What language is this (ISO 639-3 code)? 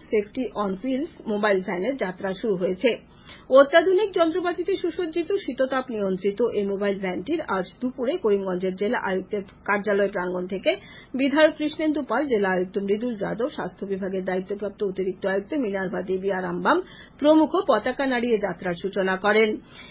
ben